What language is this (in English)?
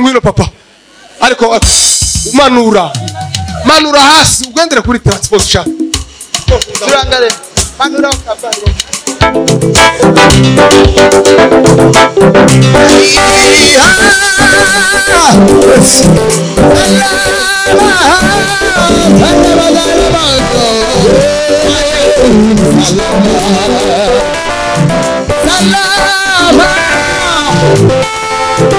Kinyarwanda